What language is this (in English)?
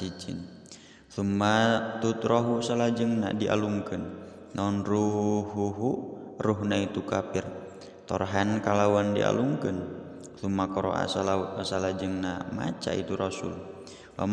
Sundanese